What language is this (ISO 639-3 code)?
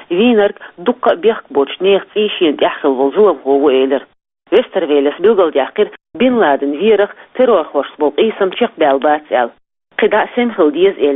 che